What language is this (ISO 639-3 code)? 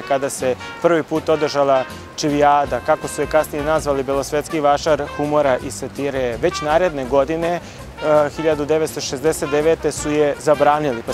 srp